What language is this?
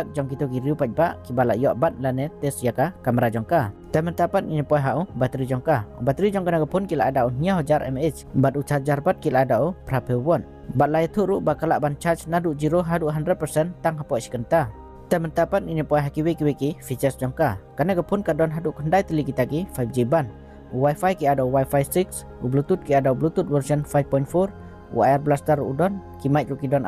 Khasi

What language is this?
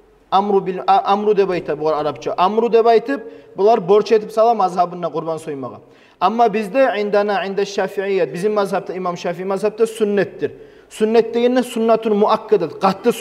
Kumyk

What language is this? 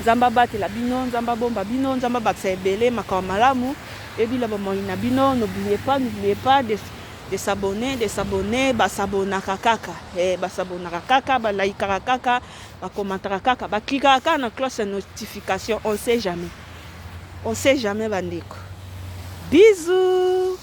Lingala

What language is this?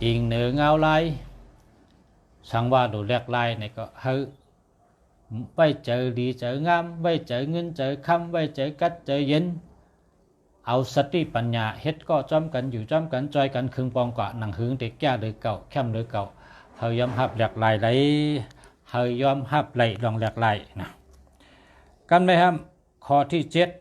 Shan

